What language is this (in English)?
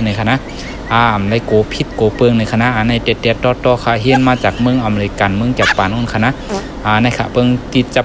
Shan